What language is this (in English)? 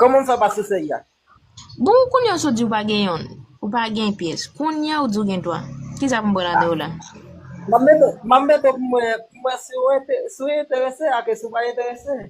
Haitian Creole